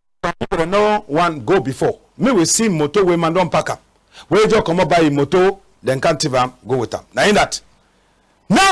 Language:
Cameroon Pidgin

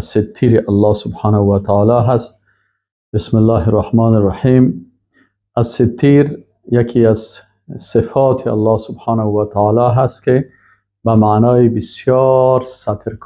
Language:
Persian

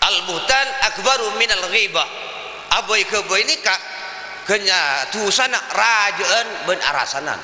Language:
Madurese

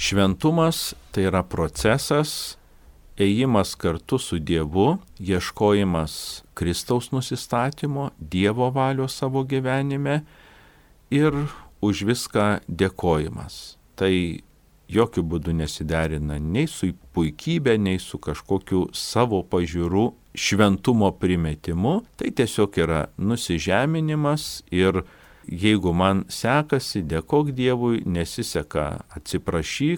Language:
Lithuanian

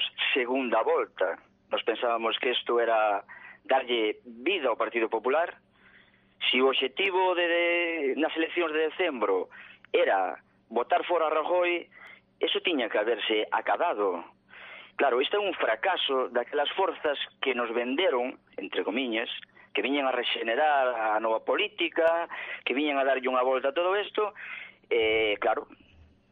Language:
Galician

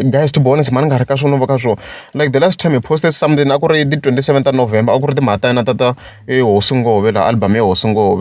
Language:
Tsonga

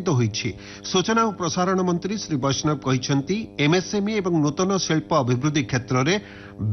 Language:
Odia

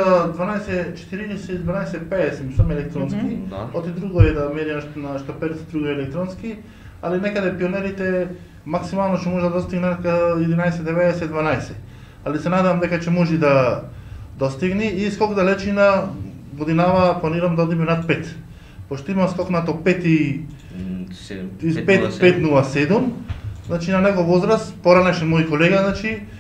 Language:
Macedonian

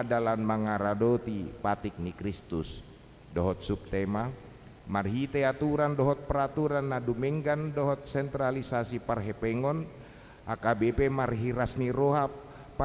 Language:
Batak Toba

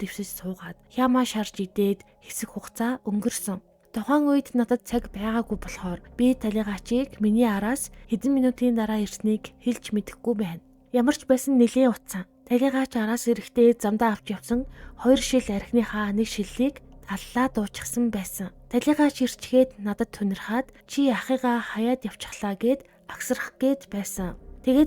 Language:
Mongolian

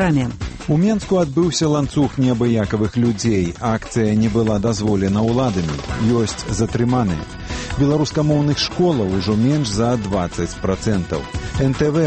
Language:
Belarusian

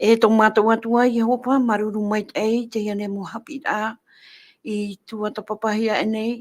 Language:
Tahitian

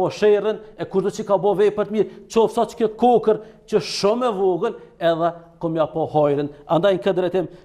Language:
Albanian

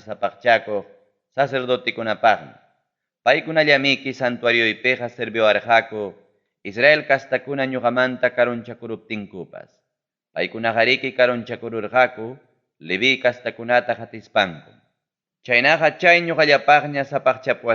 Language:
Ayacucho Quechua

